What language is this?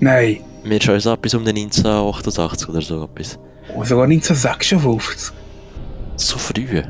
Swiss German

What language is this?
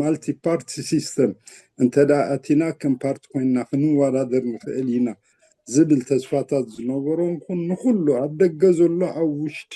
Tigrinya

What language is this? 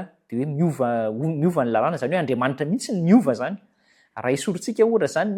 Malagasy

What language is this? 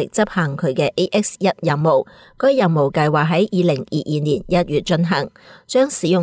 Cantonese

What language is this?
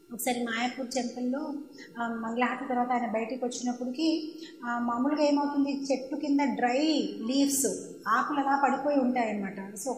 Telugu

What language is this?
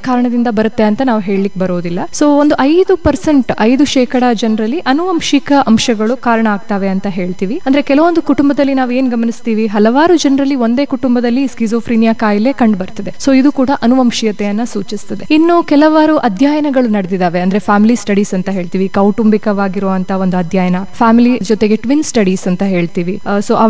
Kannada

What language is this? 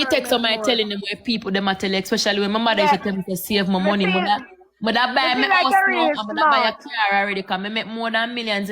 Jamaican Creole English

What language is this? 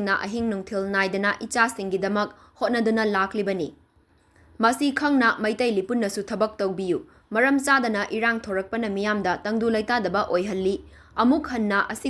Manipuri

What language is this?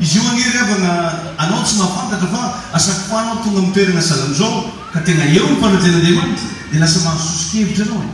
Malagasy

